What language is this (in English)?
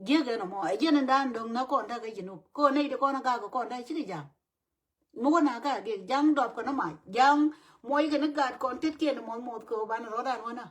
Nuer